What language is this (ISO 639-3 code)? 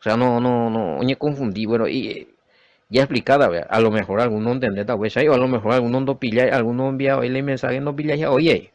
grn